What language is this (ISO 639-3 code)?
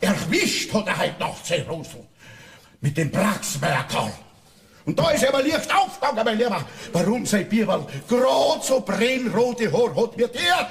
bar